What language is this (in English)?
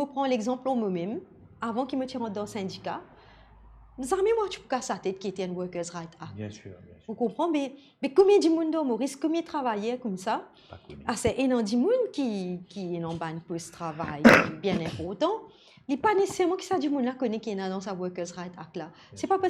Morisyen